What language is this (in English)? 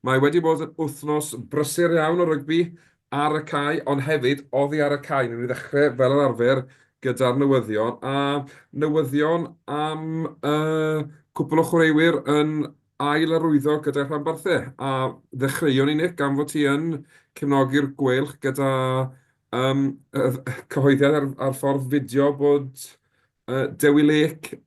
Welsh